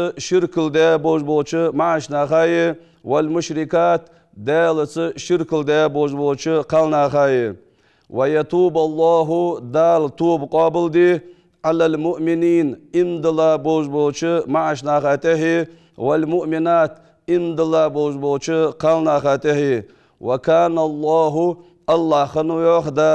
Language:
Ingush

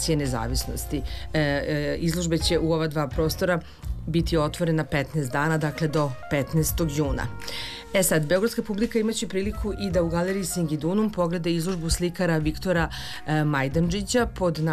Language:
Serbian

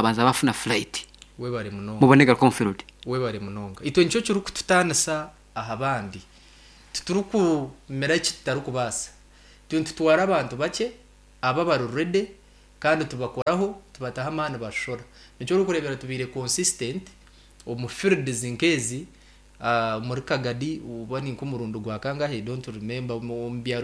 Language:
Nyankole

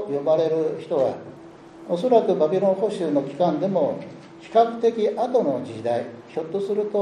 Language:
Japanese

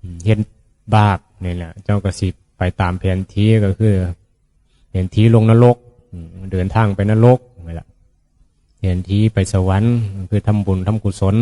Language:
Northeastern Thai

